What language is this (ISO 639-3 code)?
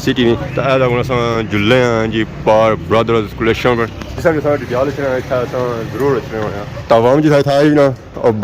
phr